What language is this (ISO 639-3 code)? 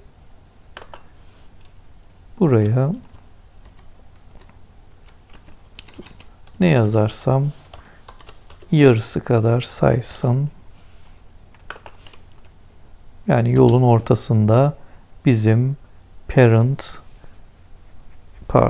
tur